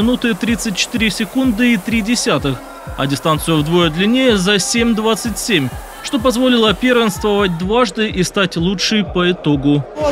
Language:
Russian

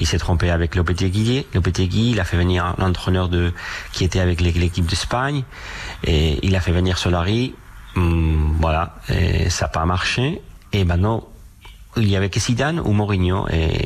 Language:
French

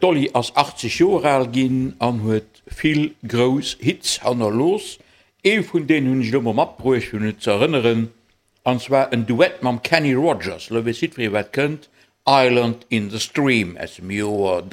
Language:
Luxembourgish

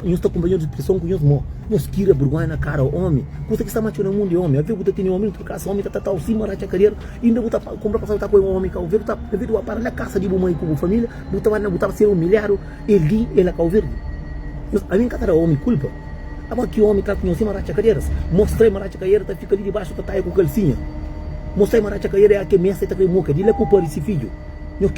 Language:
Kabuverdianu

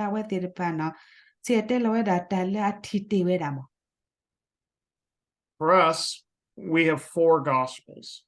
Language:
S'gaw Karen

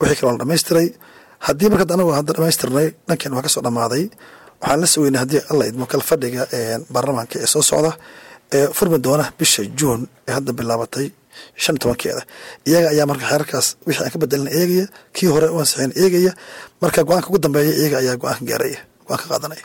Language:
Somali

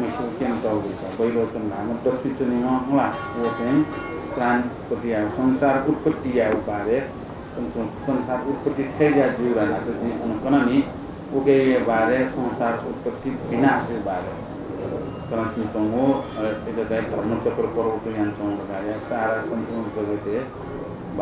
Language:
Newari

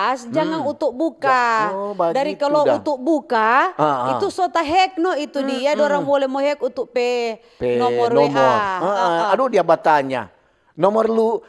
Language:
Manado Malay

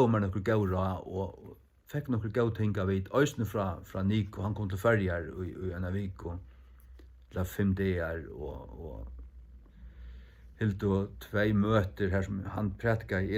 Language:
Faroese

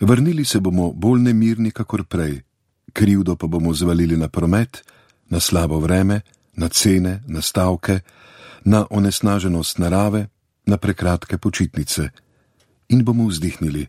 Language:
Slovenian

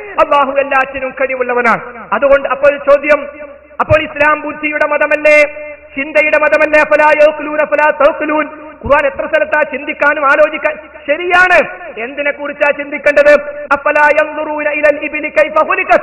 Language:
Malayalam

